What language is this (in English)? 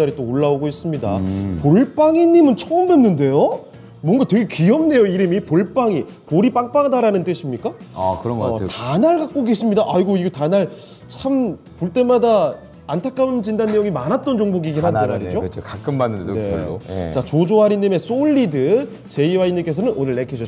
Korean